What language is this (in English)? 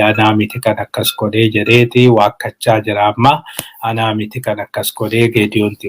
Oromo